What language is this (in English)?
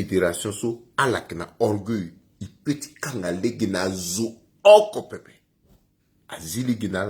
Sango